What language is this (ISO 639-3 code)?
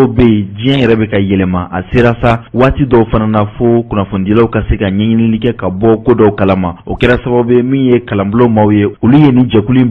bam